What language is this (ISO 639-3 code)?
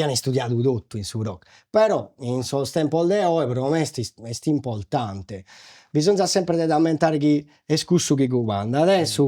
srd